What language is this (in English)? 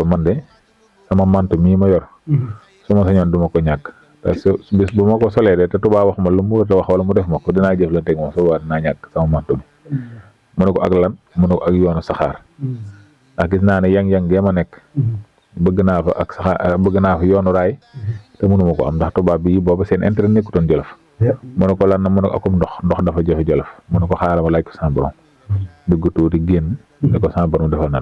Wolof